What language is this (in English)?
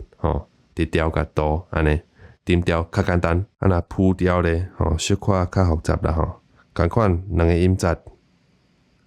Min Nan Chinese